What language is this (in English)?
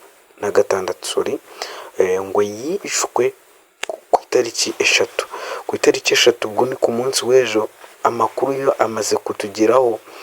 Kinyarwanda